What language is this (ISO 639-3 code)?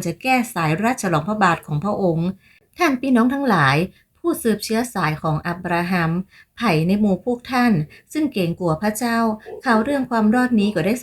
nod